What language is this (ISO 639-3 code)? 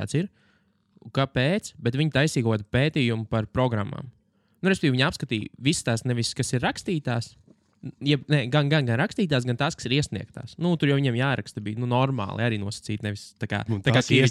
lav